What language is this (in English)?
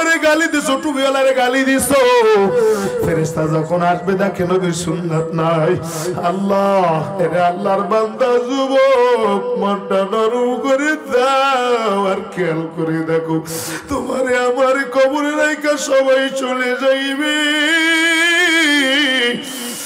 Bangla